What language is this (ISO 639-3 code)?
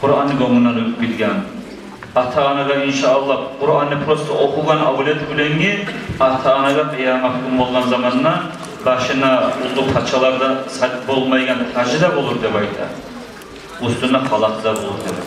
kum